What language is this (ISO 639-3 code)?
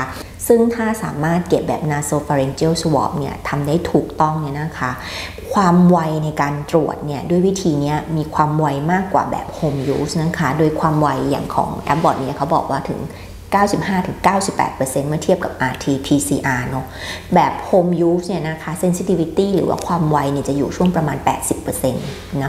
tha